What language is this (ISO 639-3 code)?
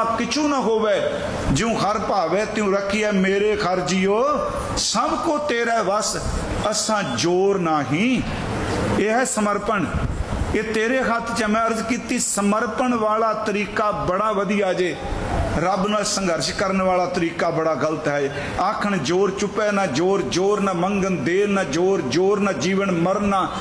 pan